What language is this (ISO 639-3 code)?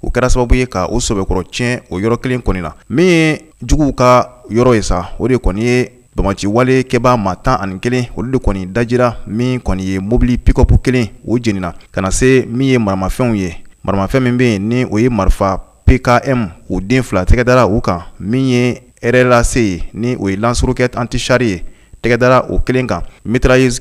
bam